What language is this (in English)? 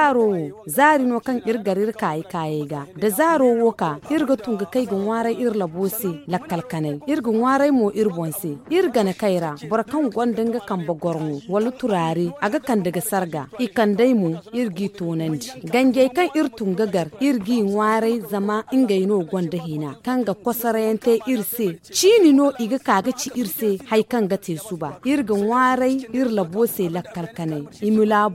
Zarma